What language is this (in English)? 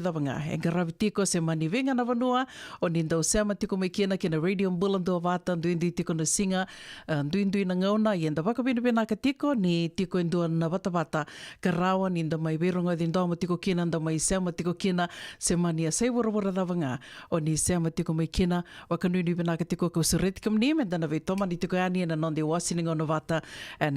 Fijian